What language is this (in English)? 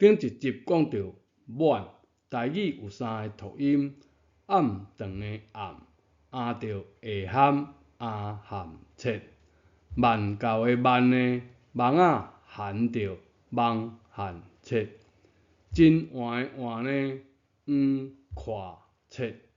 Min Nan Chinese